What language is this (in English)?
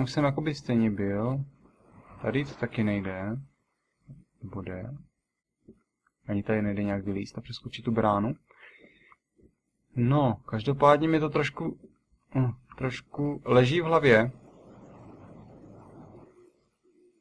Czech